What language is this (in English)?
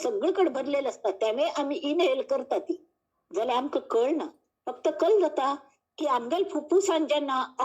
Konkani